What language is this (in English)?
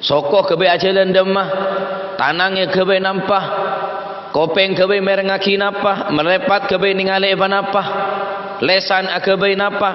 Madurese